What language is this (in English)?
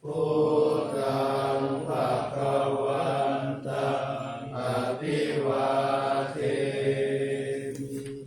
Pali